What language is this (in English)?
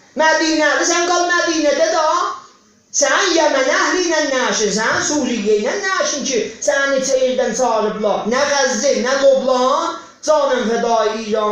South Azerbaijani